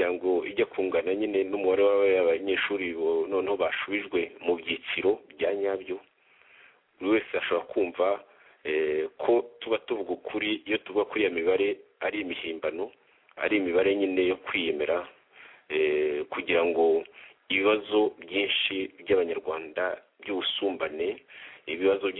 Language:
Kinyarwanda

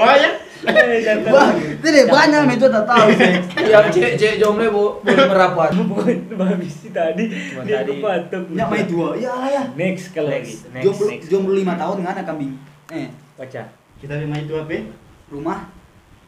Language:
Manado Malay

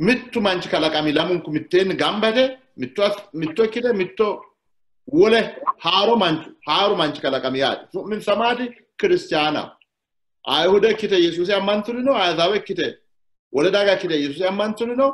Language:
Sidamo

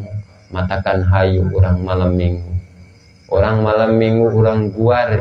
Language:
Sundanese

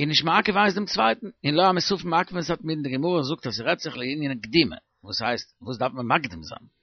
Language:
Yiddish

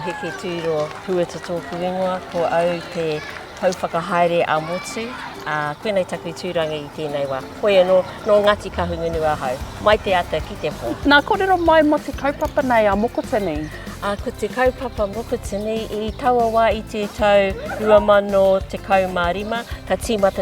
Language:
Māori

